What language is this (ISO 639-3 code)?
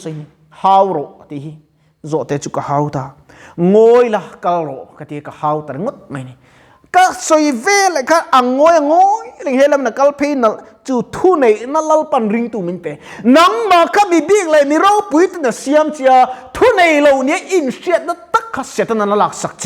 lus